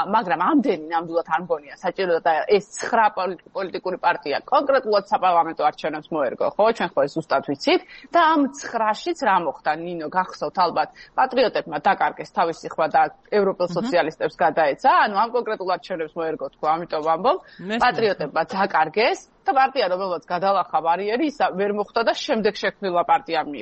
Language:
Georgian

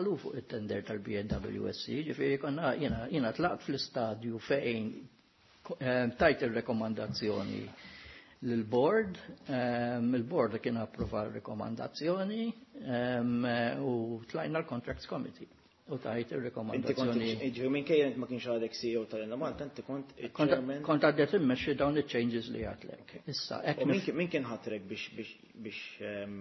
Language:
Maltese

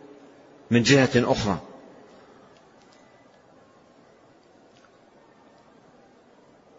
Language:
Arabic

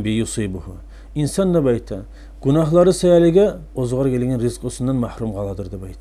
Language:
Kumyk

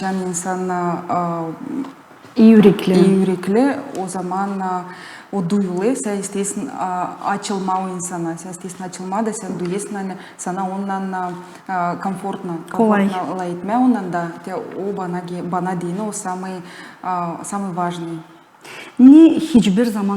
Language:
Gagauz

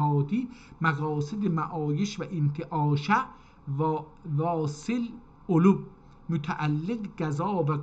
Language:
South Azerbaijani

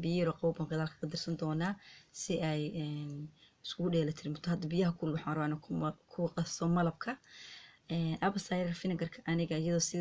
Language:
Somali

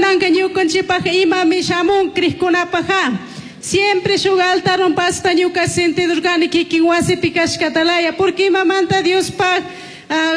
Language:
Chimborazo Highland Quichua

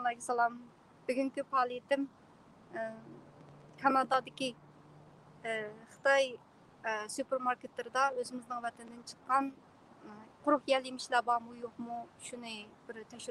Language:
Uyghur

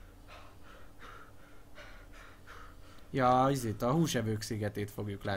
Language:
Hungarian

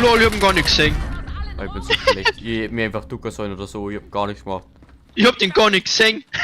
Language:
Bavarian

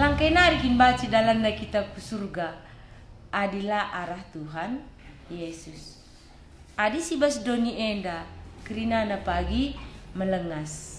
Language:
Batak Karo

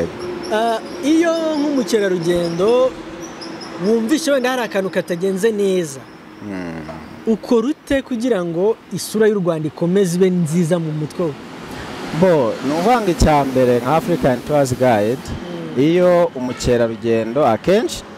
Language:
Kinyarwanda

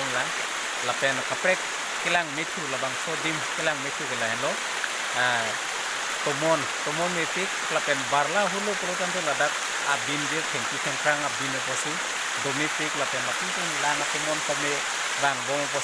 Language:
Karbi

